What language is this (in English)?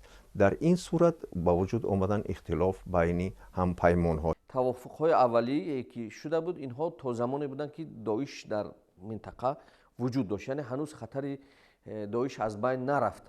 Tajik